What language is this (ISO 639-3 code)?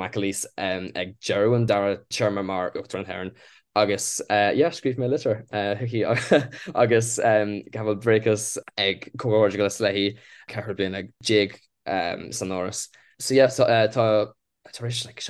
gle